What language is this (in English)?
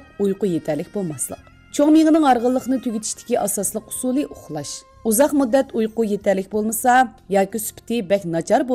Uyghur